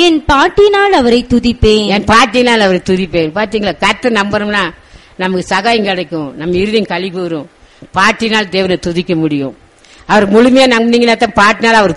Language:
Tamil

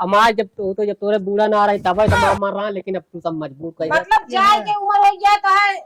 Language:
Awadhi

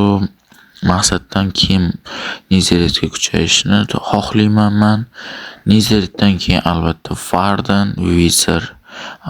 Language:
Uzbek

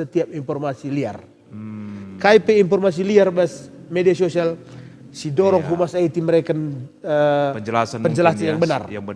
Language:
Batak Karo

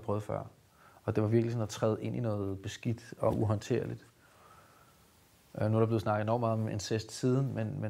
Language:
Danish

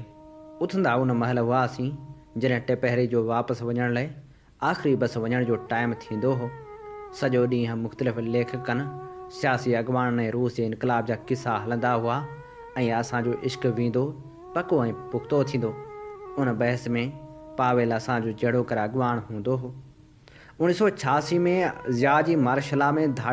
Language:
Sindhi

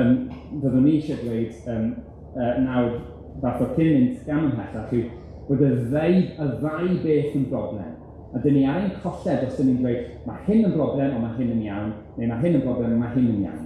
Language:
Welsh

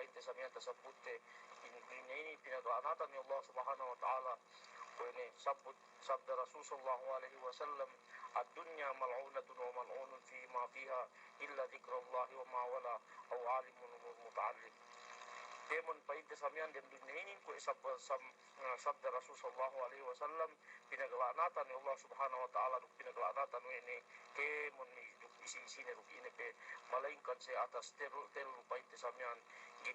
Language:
Yakan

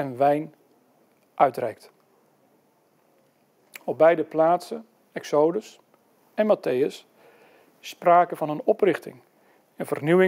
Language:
Dutch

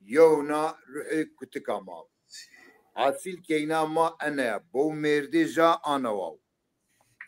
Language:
Zaza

